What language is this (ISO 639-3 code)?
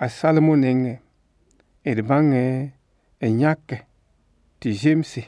mos